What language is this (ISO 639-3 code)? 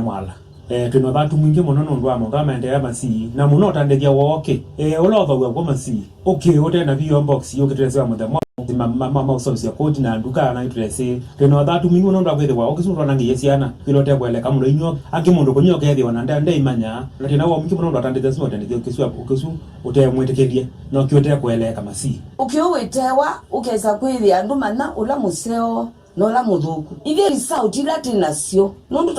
kam